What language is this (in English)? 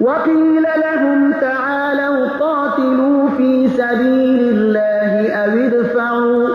Persian